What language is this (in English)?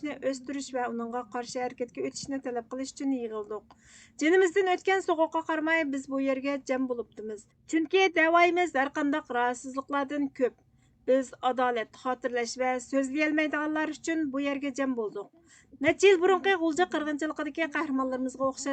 Uyghur